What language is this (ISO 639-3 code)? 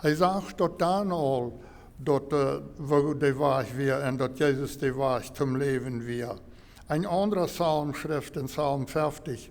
pdt